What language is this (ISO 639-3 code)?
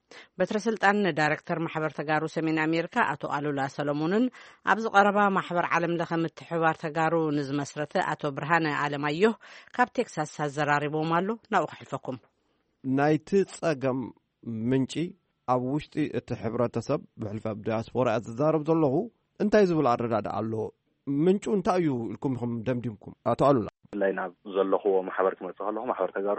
tir